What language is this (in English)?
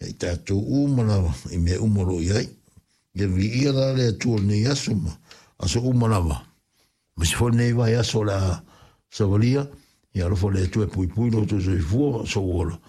Samoan